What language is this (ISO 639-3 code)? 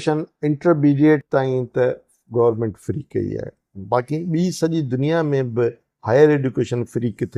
snd